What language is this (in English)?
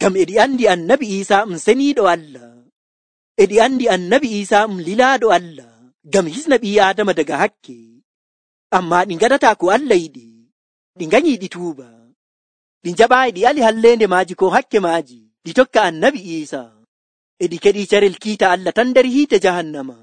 Nigerian Fulfulde